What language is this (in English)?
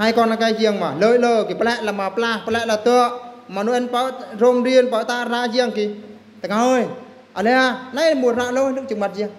Eastern Bru